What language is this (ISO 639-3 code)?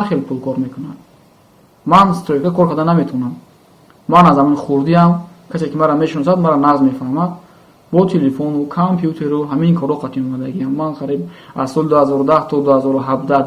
tgk